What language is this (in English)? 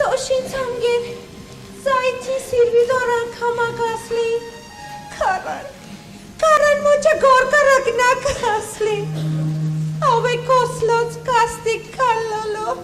Konkani